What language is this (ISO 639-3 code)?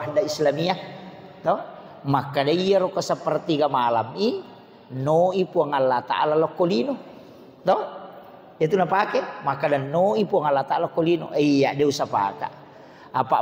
bug